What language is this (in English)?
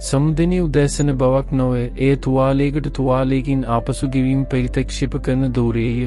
Sinhala